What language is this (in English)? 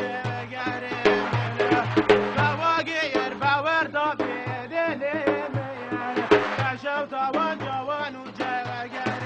Kurdish